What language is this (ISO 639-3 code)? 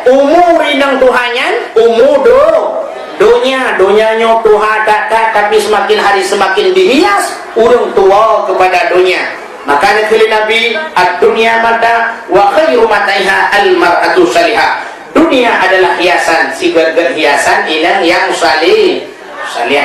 ace